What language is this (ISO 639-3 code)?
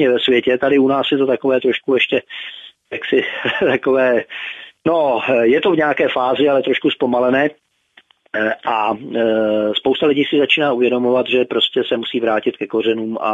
ces